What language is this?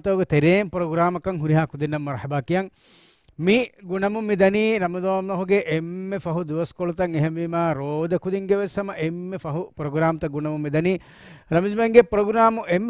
Divehi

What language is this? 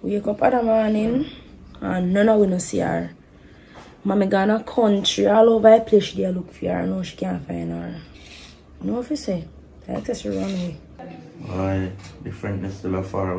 Jamaican Creole English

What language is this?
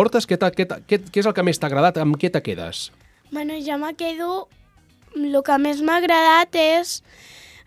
Catalan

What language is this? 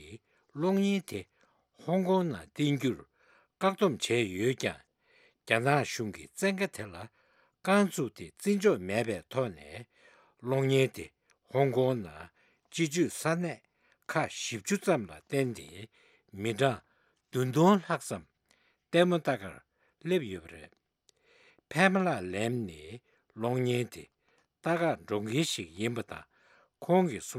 Tibetan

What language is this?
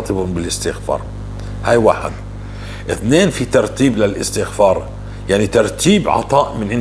North Levantine Arabic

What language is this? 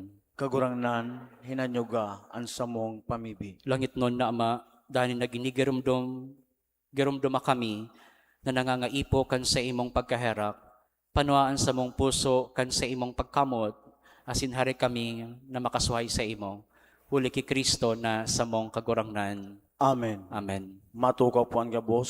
Bikol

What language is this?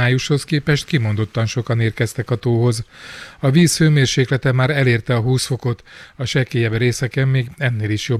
Hungarian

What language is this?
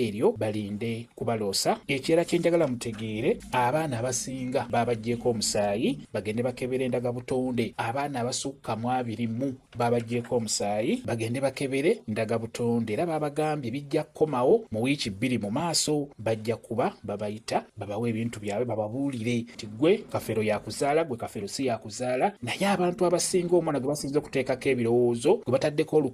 Ganda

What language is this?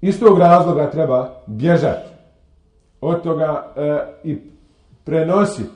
Bosnian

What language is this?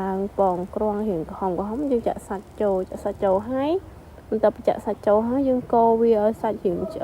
Khmer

